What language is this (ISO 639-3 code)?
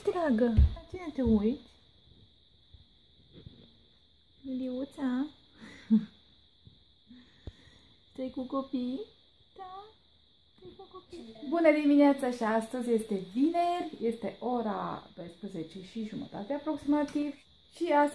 ron